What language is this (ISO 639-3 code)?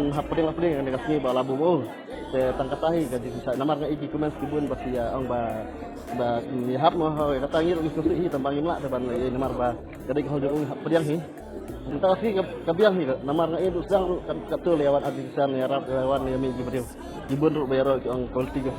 kha